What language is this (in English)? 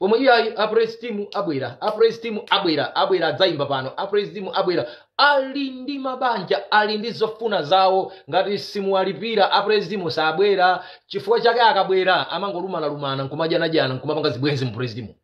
Nyanja